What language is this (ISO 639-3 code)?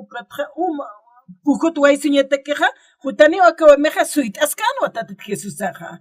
aym